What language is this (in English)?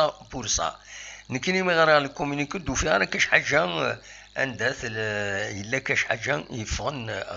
Kabyle